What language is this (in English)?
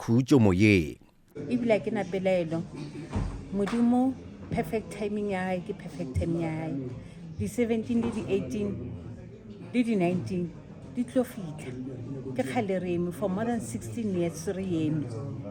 Northern Sotho